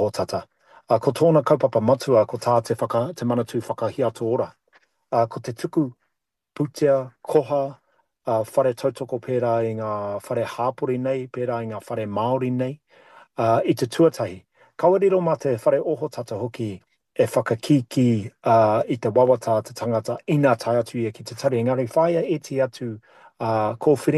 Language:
Māori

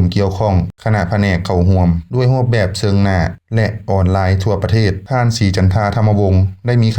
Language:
Lao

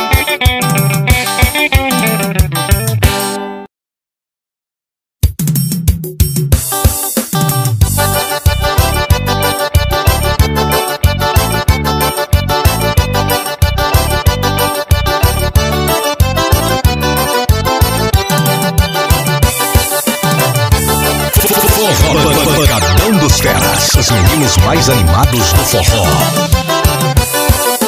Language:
Portuguese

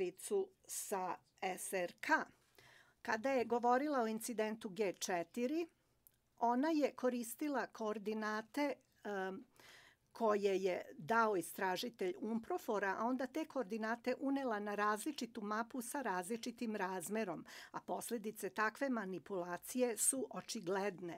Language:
Serbian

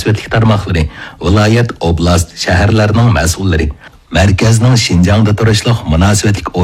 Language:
Uyghur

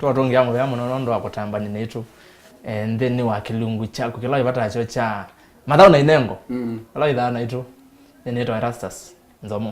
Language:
Kamba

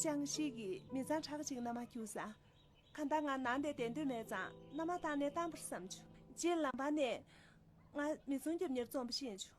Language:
Tibetan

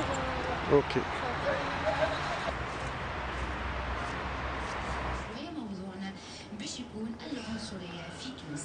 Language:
Tunisian Arabic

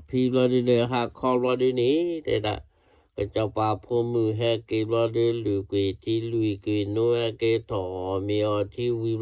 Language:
S'gaw Karen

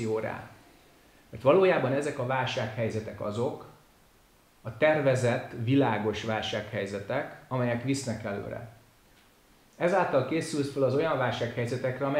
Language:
Hungarian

